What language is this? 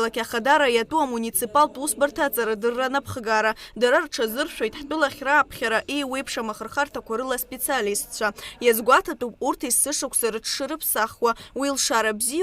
Abkhazian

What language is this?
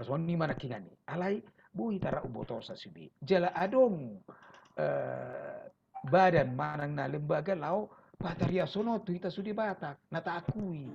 Batak Toba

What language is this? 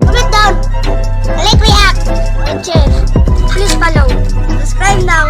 Cebuano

